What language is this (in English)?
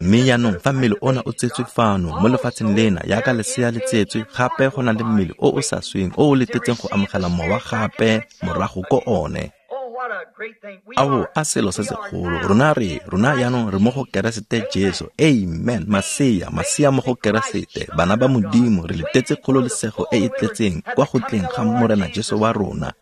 Tswana